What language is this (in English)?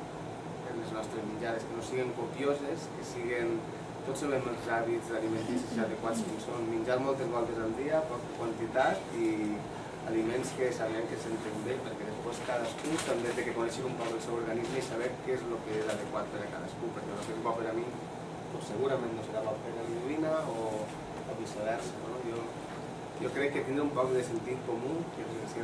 Catalan